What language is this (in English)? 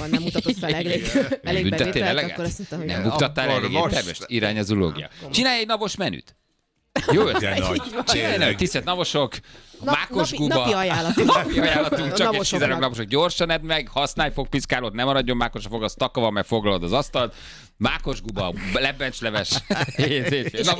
Hungarian